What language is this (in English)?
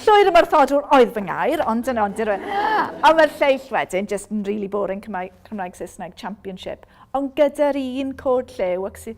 Welsh